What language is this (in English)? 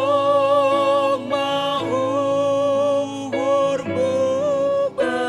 Batak Simalungun